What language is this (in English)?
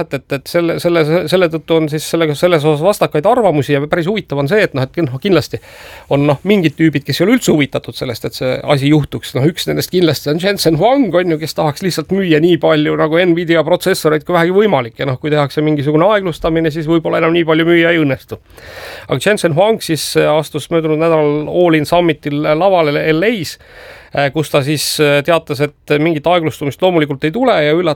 Estonian